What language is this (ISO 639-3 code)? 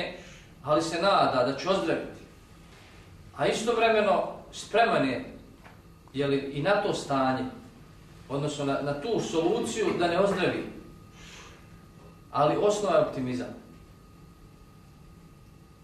bos